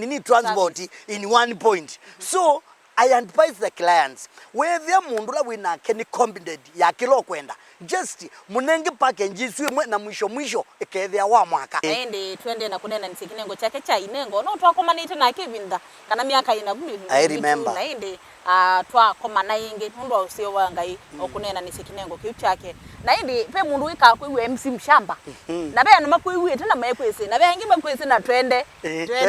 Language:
Kamba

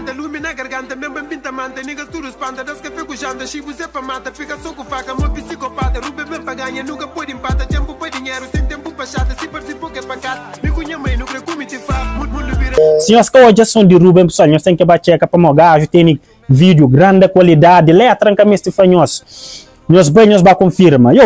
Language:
Kabuverdianu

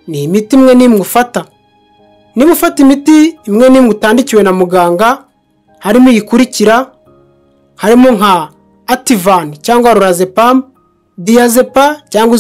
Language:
Kinyarwanda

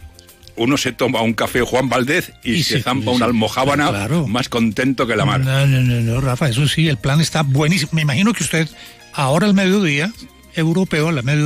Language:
Spanish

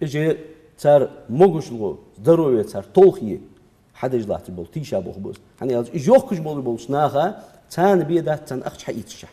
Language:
Ingush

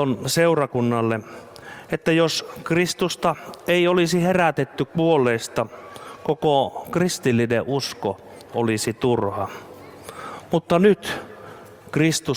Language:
Finnish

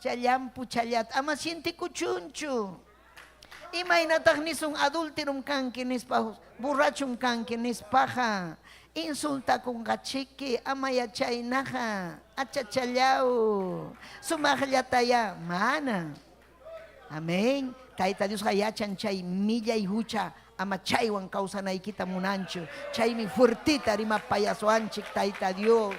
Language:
Ayacucho Quechua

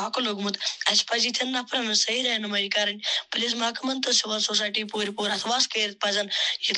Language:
Kashmiri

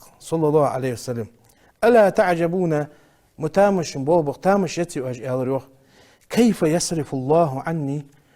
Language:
Ingush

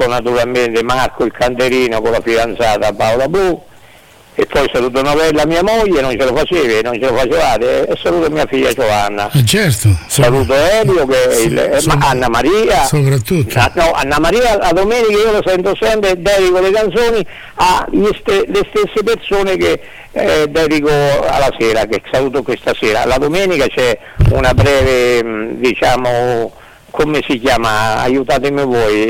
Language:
Italian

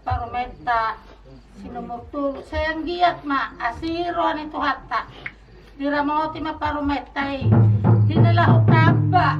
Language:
Batak Toba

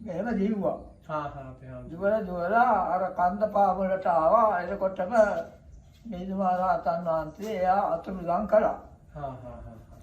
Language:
Sinhala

